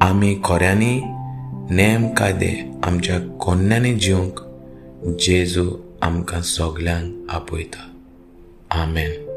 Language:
Konkani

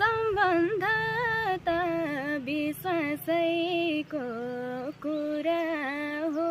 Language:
Nepali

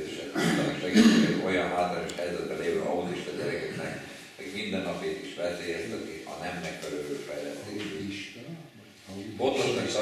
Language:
Hungarian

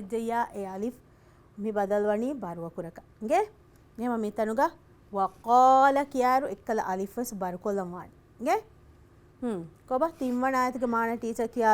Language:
Divehi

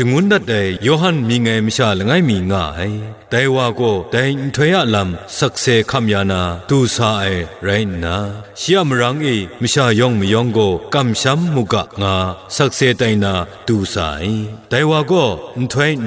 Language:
Kachin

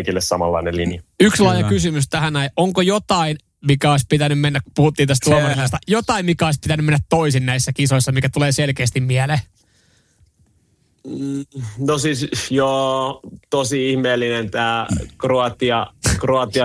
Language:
Finnish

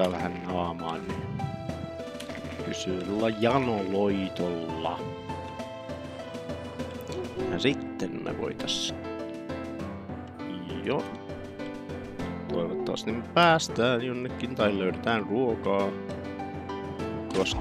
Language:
Finnish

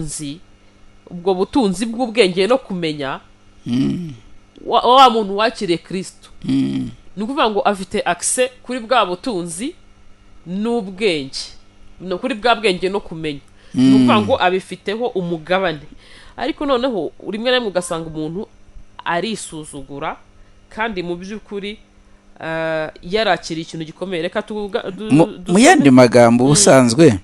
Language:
Kinyarwanda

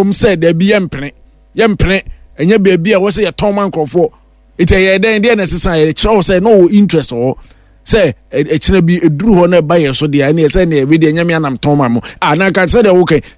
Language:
Akan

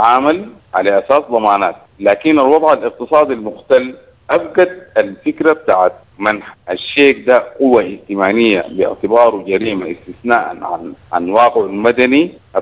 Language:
Sudanese Arabic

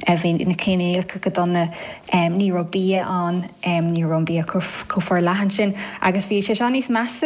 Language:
Irish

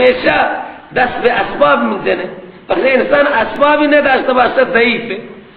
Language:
Persian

